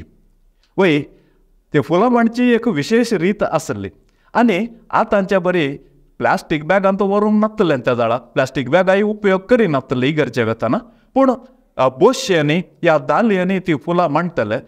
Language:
Konkani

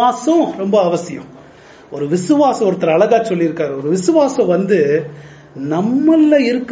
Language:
Tamil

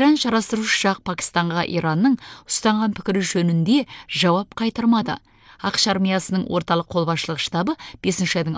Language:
Kazakh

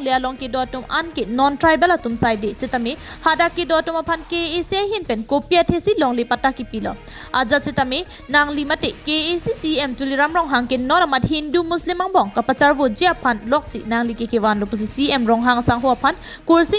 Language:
Karbi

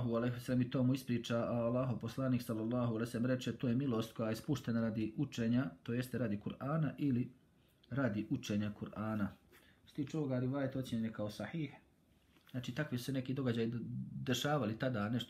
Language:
Bosnian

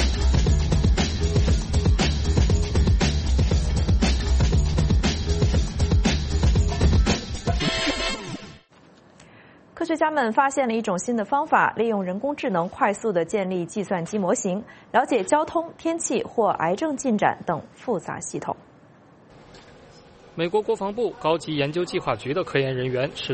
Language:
Chinese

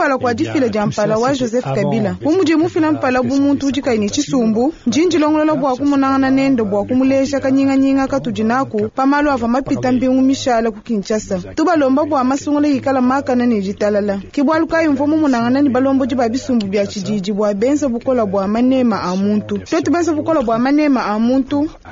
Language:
Luba-Lulua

